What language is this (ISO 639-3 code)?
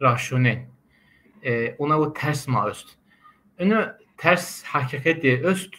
zza